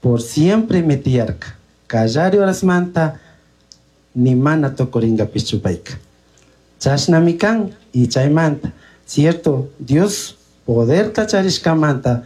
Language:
Chimborazo Highland Quichua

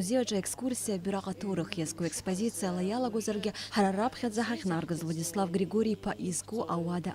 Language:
Abkhazian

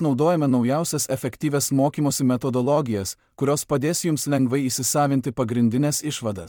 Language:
Lithuanian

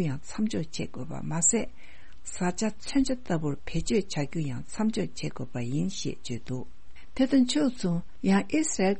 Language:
Tibetan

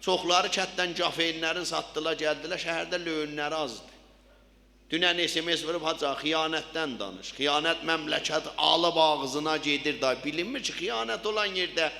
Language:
South Azerbaijani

